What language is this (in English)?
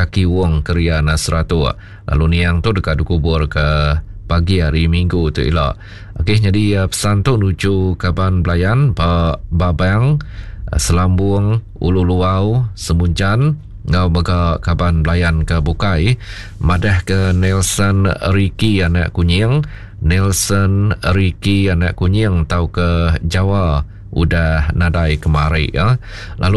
Iban